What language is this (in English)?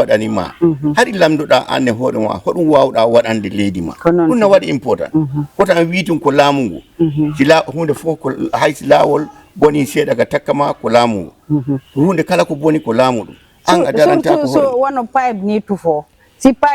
Fula